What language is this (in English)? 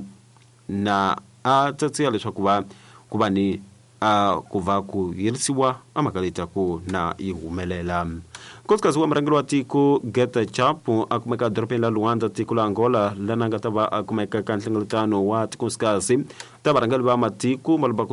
Tsonga